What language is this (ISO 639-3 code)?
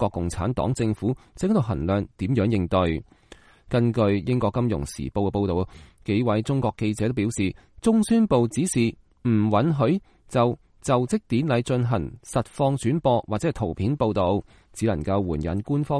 yue